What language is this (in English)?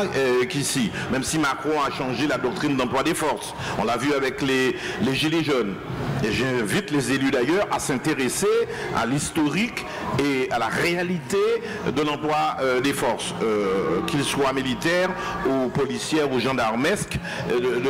French